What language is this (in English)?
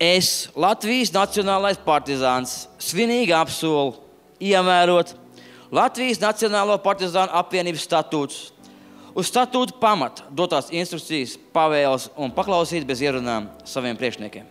Latvian